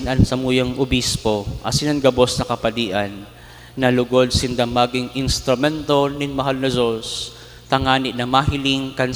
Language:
Bikol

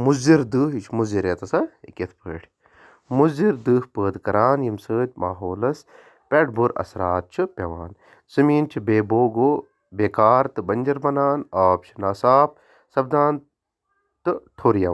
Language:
Kashmiri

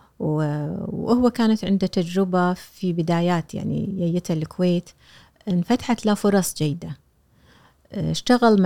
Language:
Gulf Arabic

